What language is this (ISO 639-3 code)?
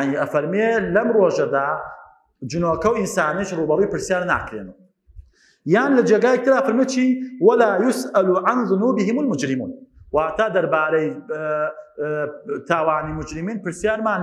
ckb